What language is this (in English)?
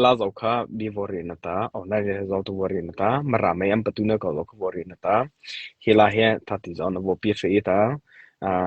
Mara Chin